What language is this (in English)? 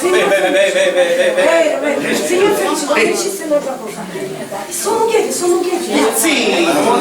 Sicilian